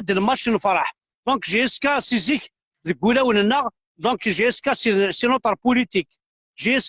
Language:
Kabyle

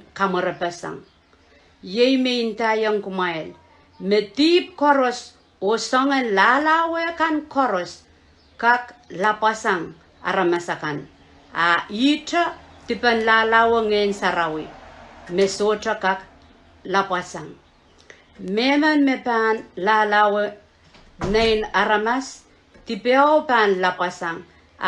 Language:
Pohnpeian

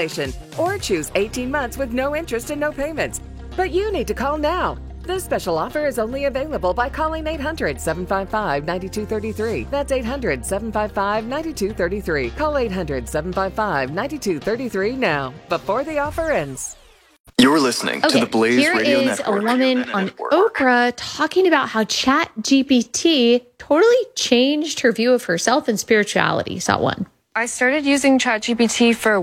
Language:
English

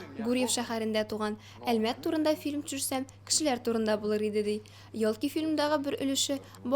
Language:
Tatar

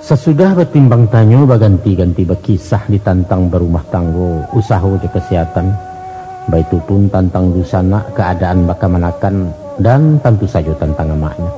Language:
Minangkabau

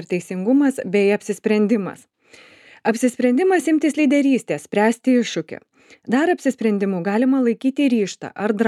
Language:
Lithuanian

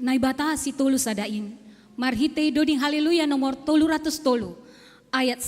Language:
Batak Simalungun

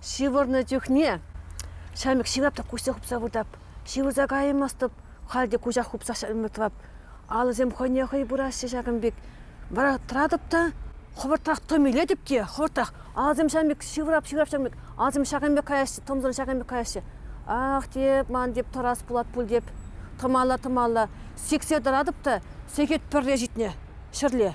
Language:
Chuvash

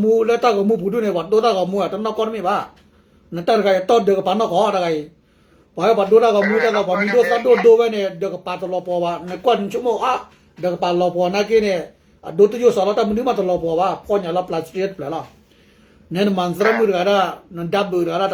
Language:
S'gaw Karen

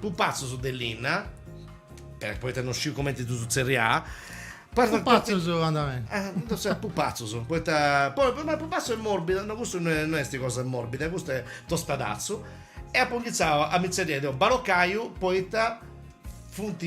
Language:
Sardinian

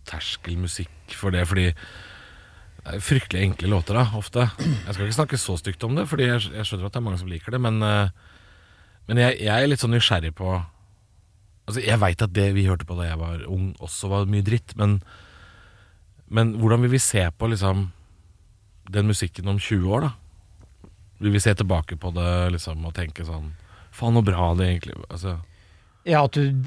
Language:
Norwegian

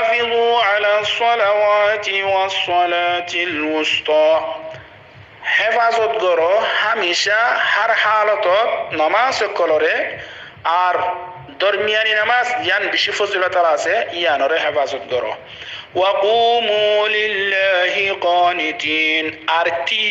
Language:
Rohingya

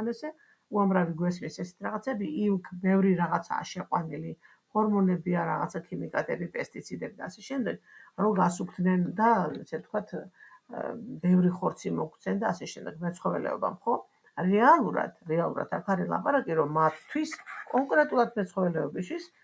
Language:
Georgian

